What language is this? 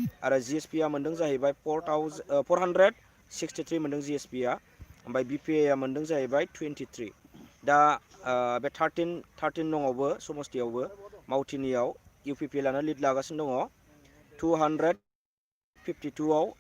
Bodo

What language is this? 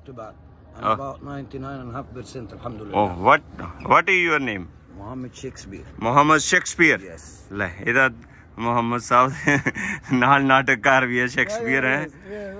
Punjabi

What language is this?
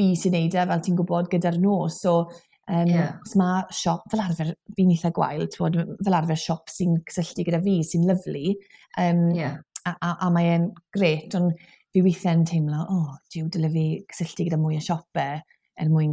Welsh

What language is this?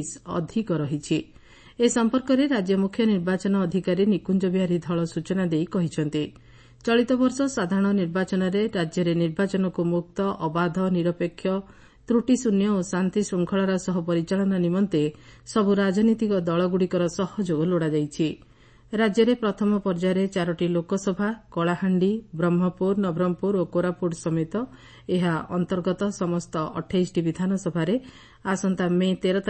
Odia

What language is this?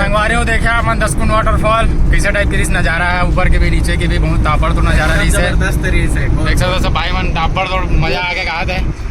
Chhattisgarhi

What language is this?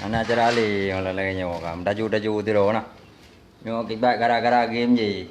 Achinese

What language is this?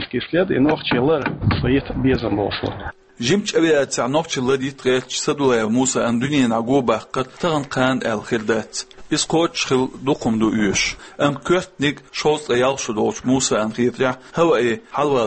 Chechen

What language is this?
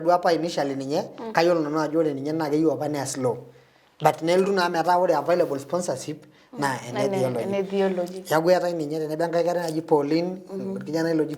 Masai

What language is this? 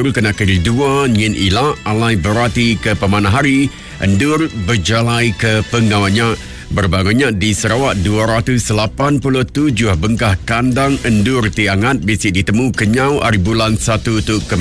Iban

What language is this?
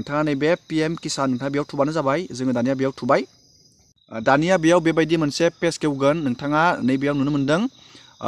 Bodo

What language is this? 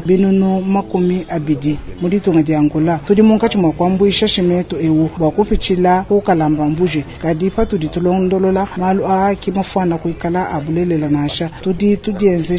Luba-Lulua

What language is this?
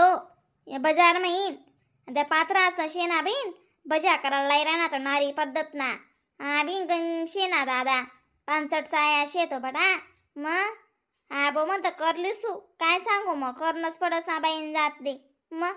Khandesi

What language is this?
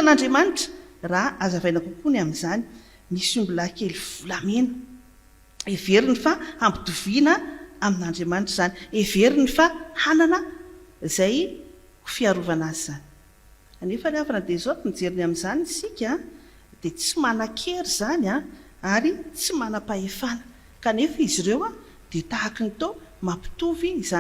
Malagasy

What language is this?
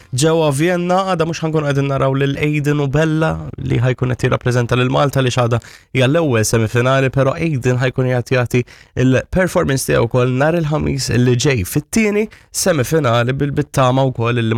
Maltese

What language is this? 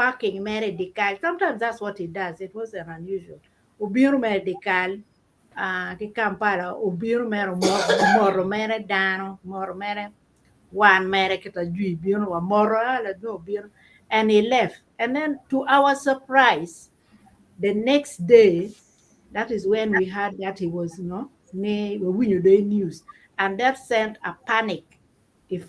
Acoli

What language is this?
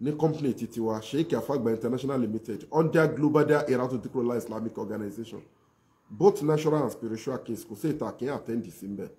Yoruba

